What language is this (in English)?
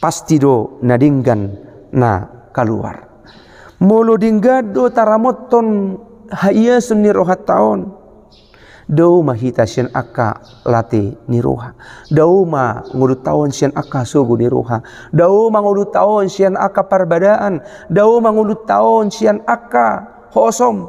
Batak Toba